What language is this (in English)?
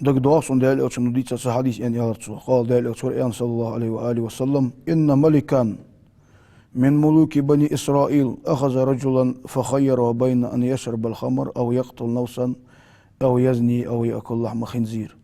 Ingush